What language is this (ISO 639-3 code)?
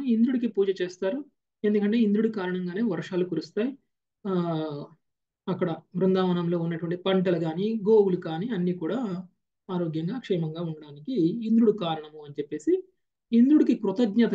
tel